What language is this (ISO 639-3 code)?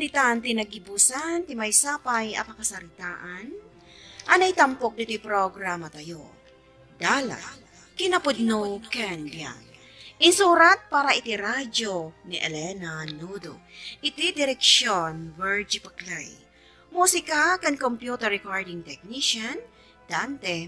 ilo